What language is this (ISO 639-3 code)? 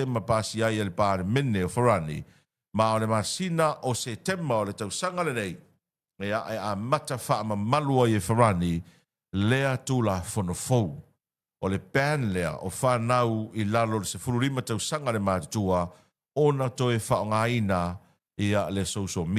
smo